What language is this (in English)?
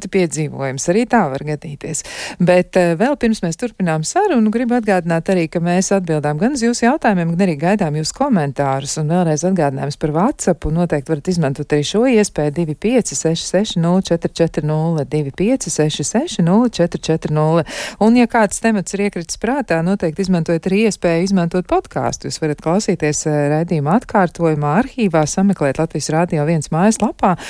Latvian